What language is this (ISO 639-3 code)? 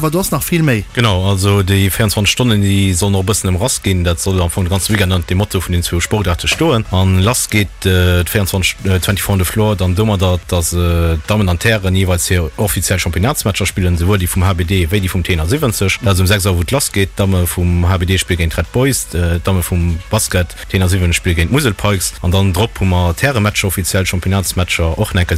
ltz